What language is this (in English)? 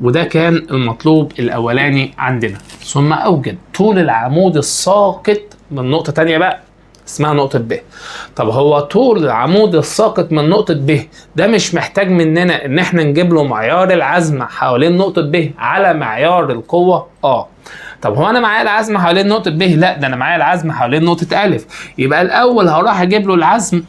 Egyptian Arabic